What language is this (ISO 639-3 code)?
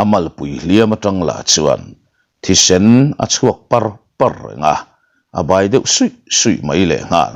lus